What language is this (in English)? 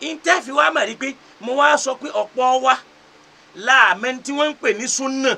Yoruba